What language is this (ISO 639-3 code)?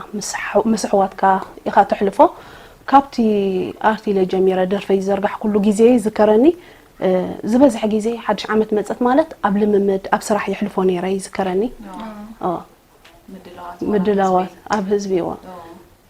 tir